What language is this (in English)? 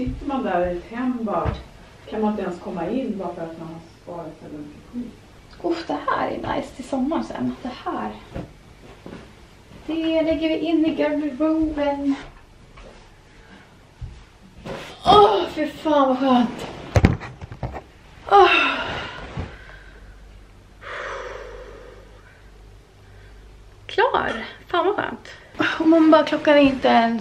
Swedish